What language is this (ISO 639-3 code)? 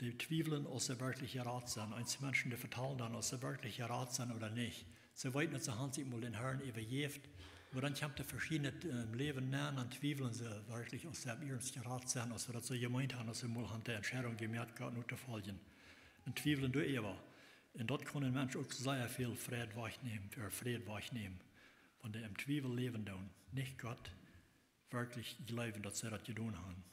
pdt